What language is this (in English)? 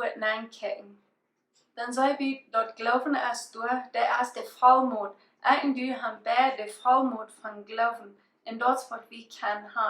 Plautdietsch